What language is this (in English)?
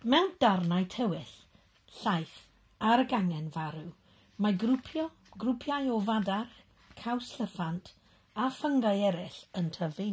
Welsh